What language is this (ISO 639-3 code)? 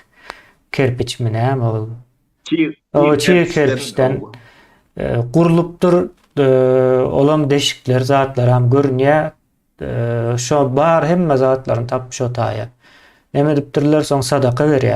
tuk